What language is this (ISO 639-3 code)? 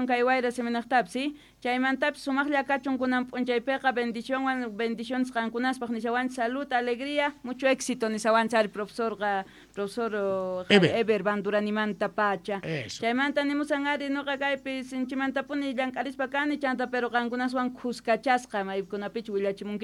quh